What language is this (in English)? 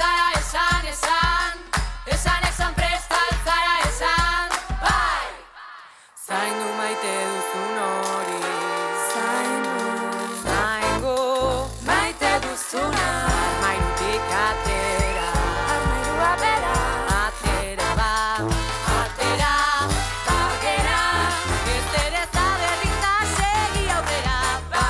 Basque